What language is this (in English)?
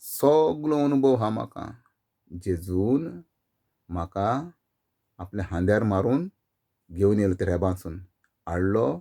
Konkani